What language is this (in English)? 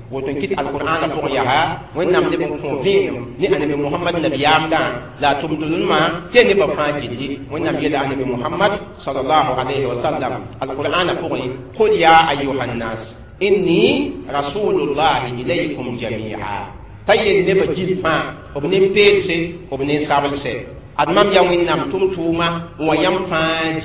Mossi